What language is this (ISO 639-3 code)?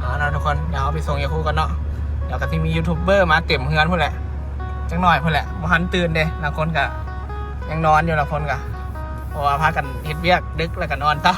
tts